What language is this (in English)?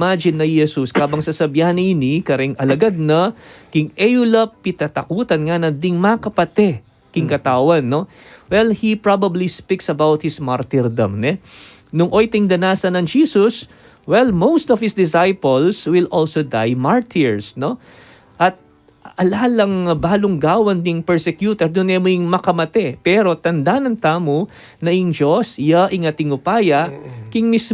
Pampanga